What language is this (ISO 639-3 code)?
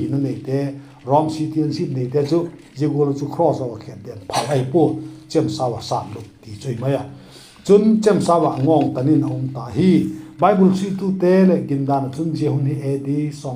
vap